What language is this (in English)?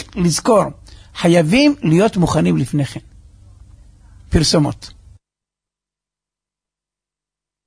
Hebrew